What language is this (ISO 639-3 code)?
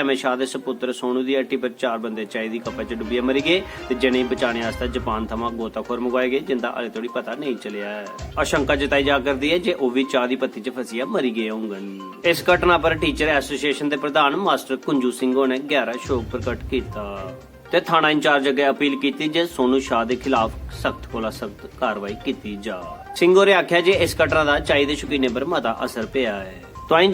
doi